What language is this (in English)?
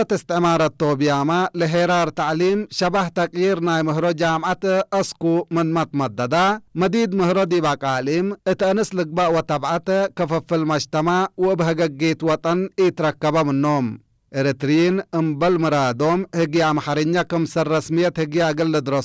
Tigrinya